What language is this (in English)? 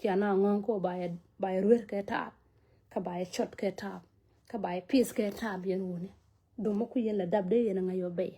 Nuer